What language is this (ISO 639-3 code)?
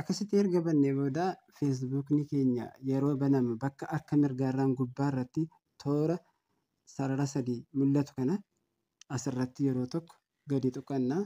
orm